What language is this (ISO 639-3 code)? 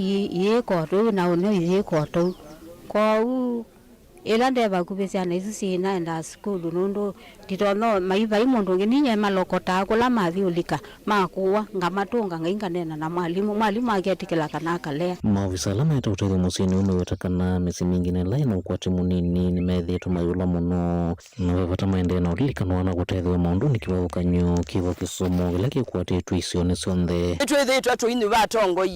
kam